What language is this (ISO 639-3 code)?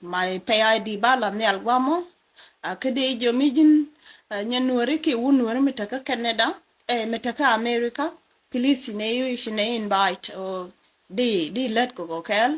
nus